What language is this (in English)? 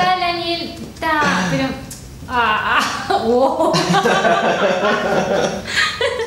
Spanish